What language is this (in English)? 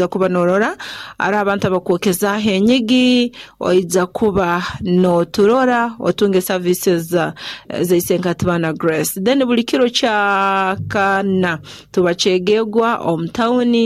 Nyoro